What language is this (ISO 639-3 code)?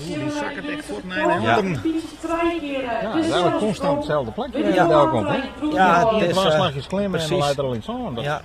fry